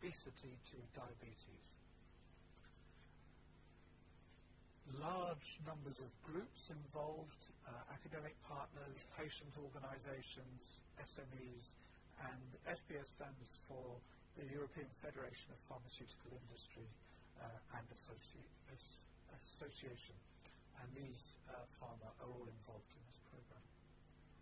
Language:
English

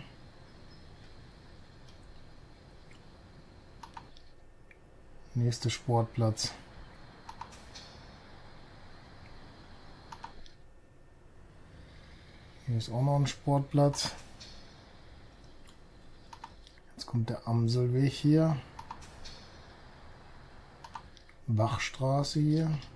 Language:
German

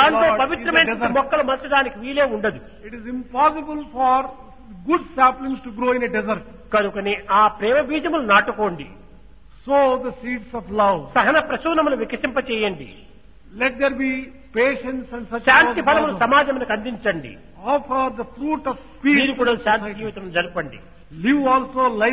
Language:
Telugu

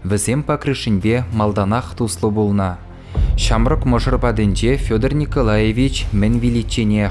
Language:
Chuvash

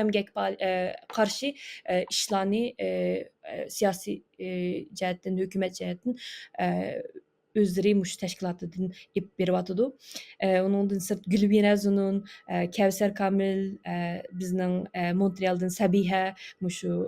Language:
Uyghur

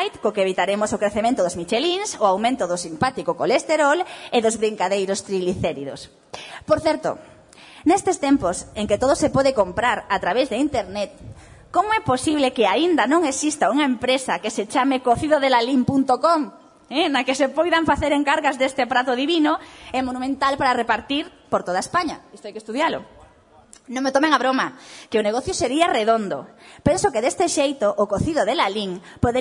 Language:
Galician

